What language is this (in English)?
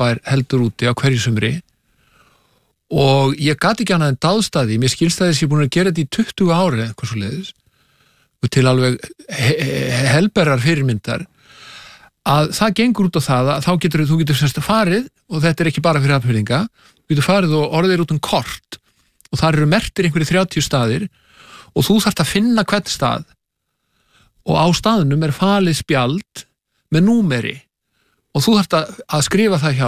Icelandic